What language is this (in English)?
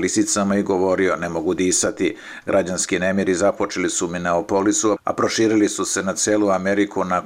Serbian